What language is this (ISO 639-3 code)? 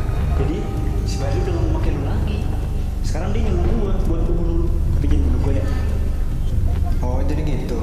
ind